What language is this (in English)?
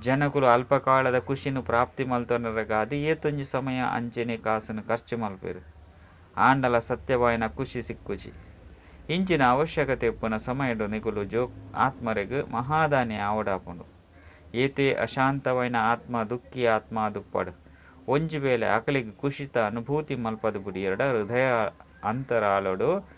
Tulu